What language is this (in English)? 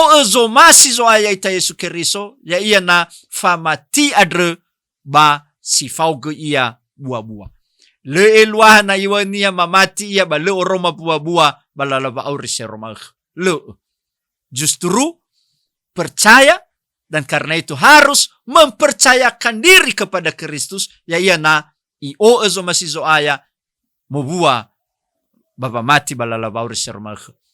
Nias